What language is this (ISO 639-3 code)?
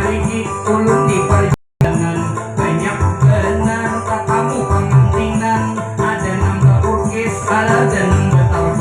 bjn